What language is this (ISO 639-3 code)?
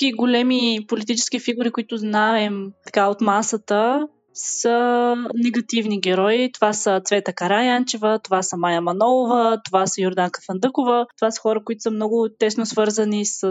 bul